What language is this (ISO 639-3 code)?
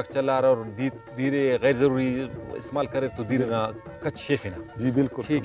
brh